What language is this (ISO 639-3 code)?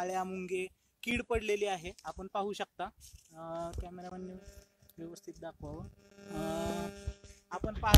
mar